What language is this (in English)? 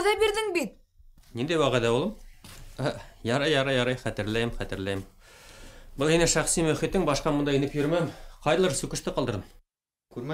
Bashkir